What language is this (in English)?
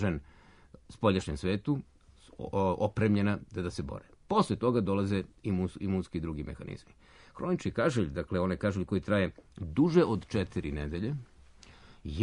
Serbian